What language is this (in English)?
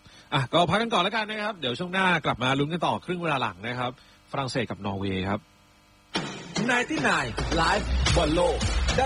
Thai